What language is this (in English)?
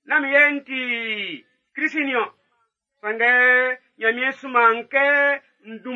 Baoulé